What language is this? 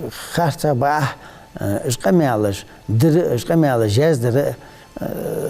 Ingush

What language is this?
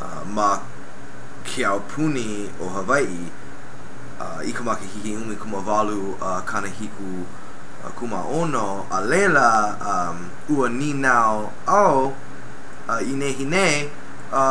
Hawaiian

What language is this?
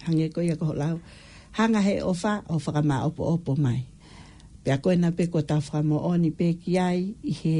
Tongan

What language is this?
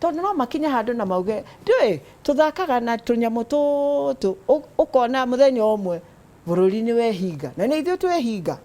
Kikuyu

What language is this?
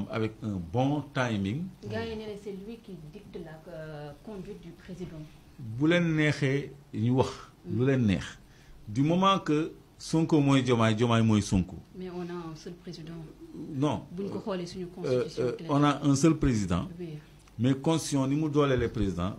Wolof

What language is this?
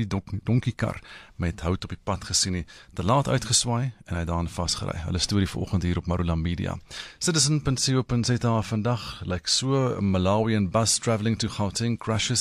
Afrikaans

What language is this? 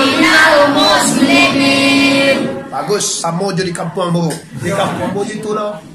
Minangkabau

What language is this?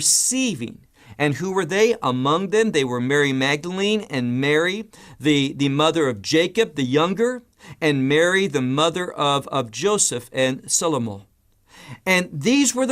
English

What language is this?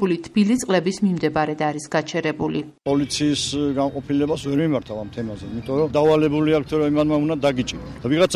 Georgian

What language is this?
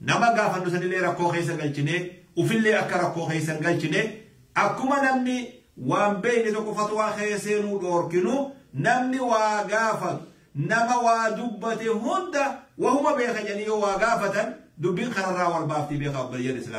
Oromo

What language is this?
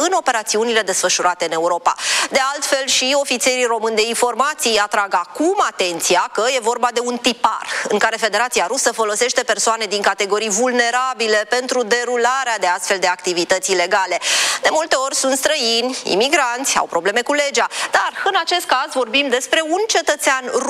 Romanian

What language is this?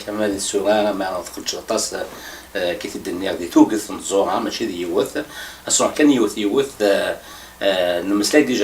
Kabyle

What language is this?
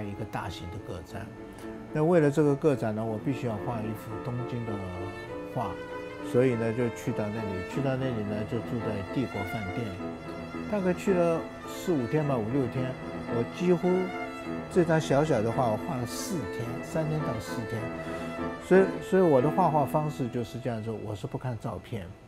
Chinese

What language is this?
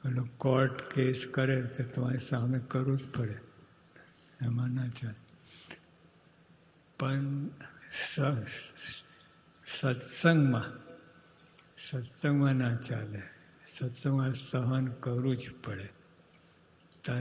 Gujarati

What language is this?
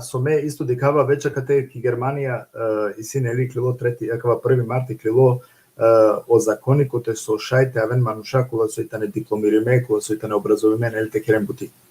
Balkan Romani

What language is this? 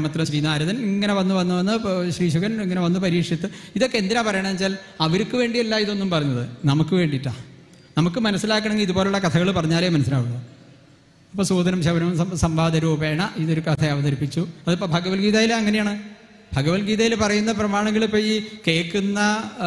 Malayalam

